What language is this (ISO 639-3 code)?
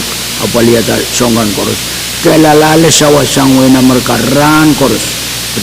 pon